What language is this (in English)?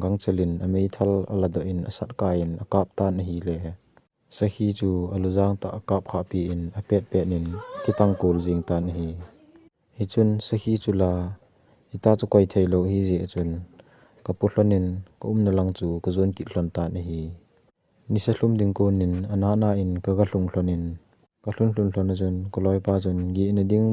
Thado Chin